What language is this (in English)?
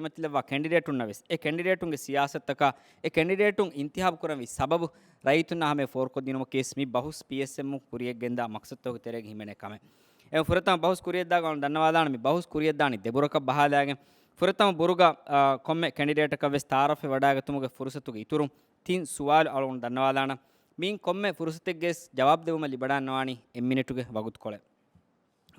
Divehi